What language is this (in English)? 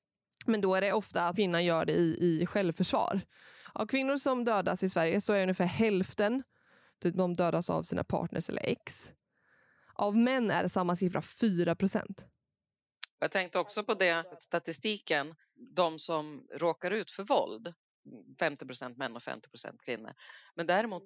Swedish